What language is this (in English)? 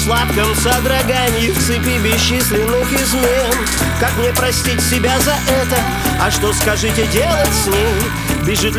Russian